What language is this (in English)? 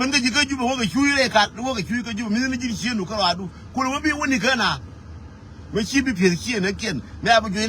Nuer